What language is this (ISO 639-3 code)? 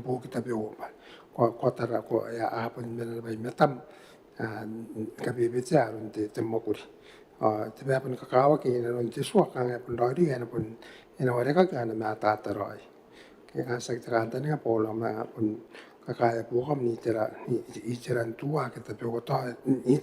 gil